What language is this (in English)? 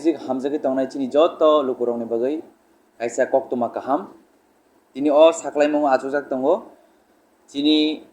Kok Borok